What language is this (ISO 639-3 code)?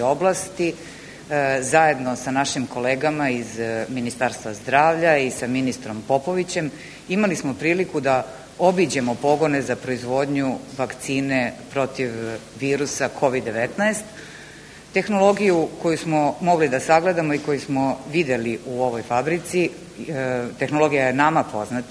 srp